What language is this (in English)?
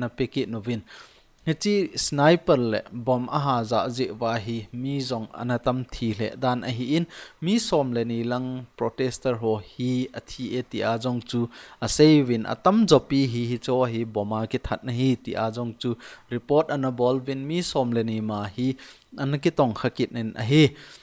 Thado Chin